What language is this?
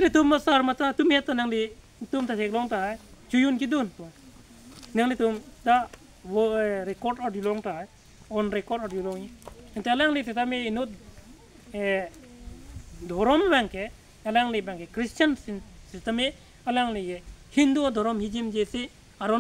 Karbi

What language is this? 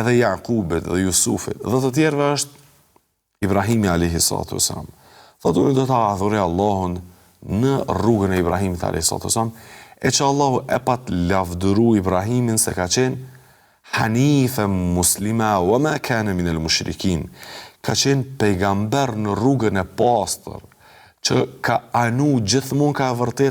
Albanian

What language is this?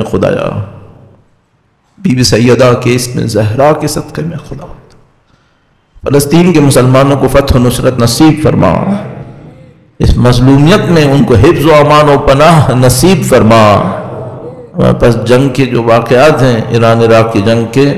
Urdu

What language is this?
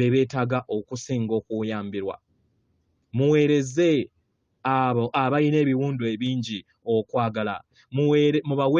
Ganda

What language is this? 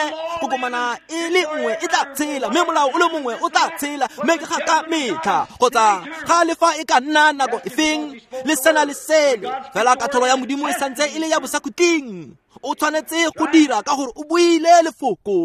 Tswana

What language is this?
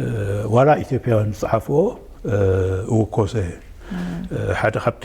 Tigrinya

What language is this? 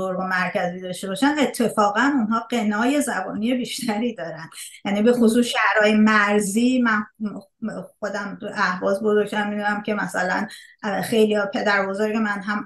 Persian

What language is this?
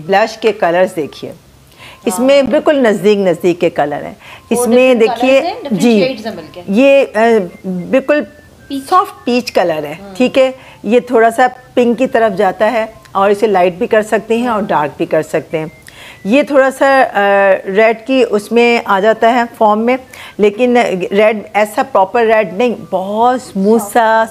Hindi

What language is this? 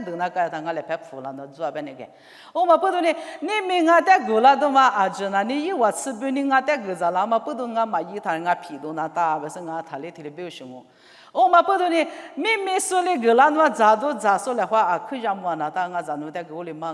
Lisu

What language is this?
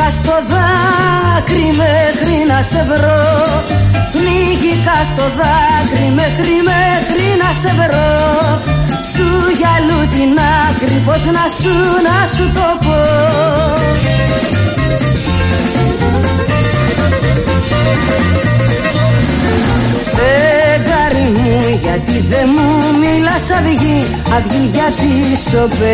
Greek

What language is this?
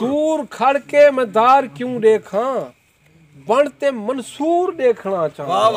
Saraiki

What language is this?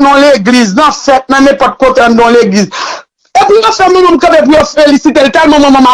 Haitian Creole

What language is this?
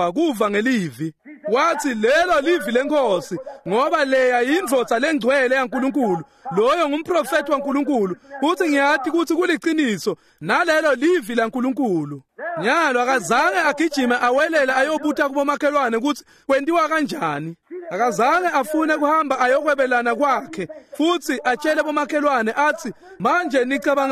Swati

